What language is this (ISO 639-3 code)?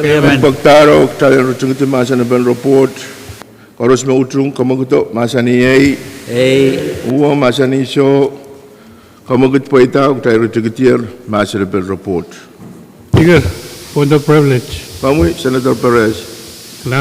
pon